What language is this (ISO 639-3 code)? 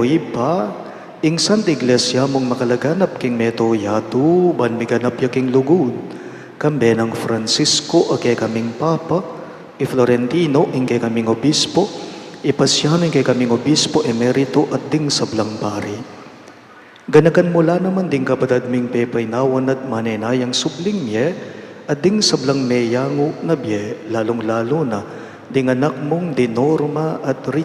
pam